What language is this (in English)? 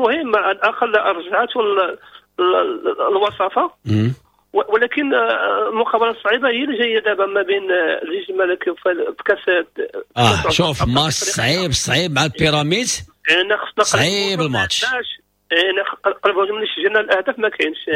Moroccan Arabic